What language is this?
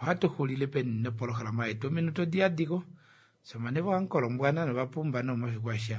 Kuanyama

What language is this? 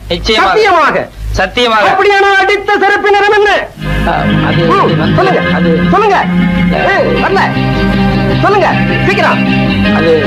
Tamil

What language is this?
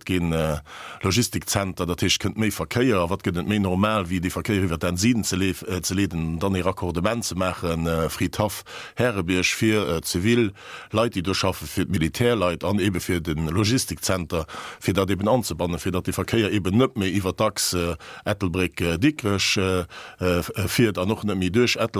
Luxembourgish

